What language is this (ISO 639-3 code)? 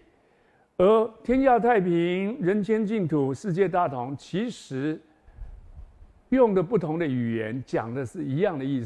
zho